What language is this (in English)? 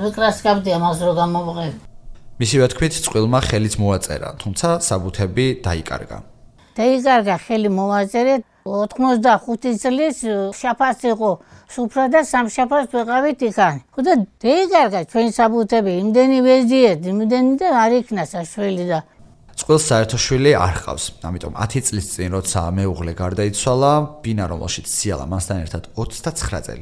Georgian